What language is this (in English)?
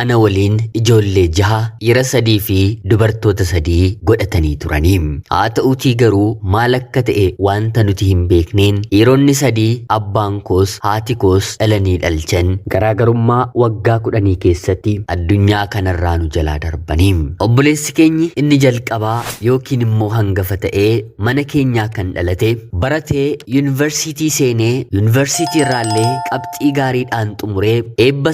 Oromo